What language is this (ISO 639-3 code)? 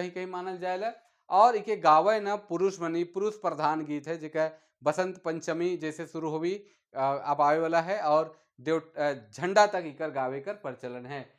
sck